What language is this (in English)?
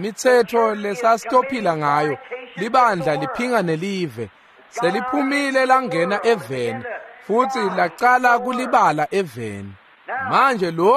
Swati